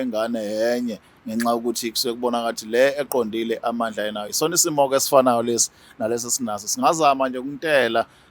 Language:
Zulu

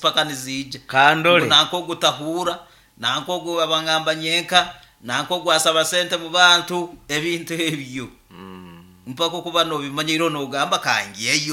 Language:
Nyankole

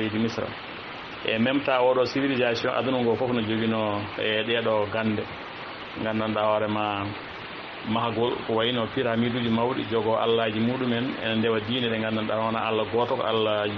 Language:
Fula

